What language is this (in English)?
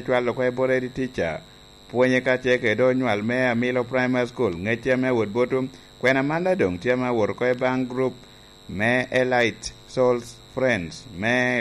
Lango (Uganda)